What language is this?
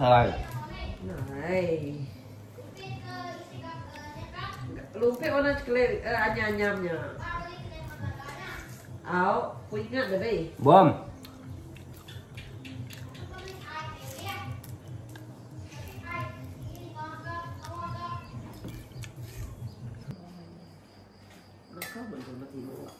Malay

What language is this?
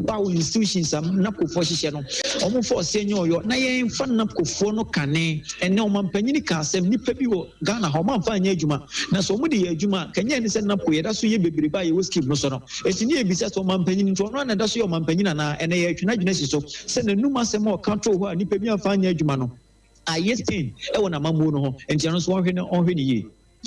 Akan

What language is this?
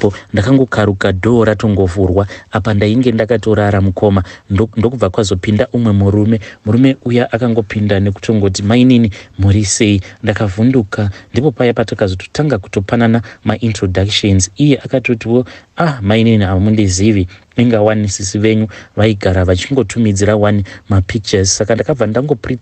Shona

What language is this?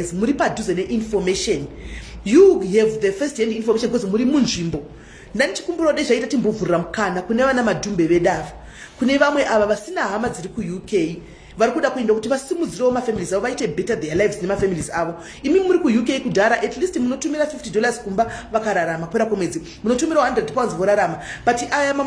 Shona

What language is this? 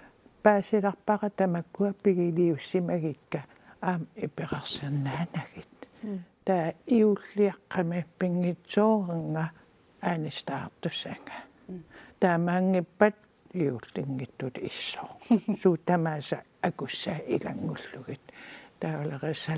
Kalaallisut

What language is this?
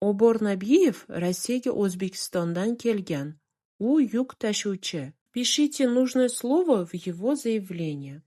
Uzbek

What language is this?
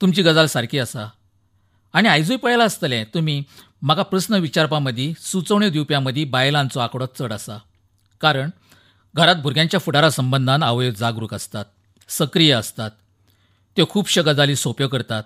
Konkani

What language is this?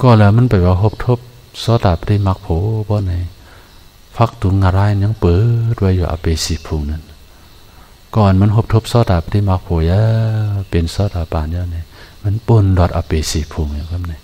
Shan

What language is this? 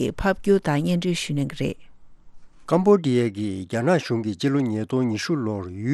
Tibetan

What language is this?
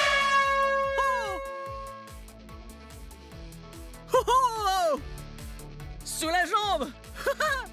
French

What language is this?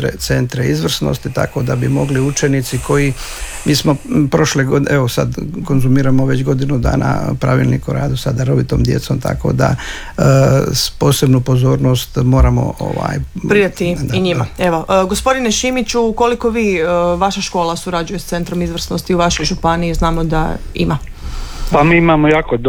Croatian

